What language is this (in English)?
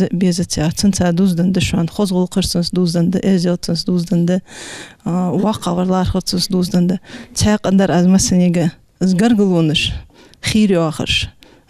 Ingush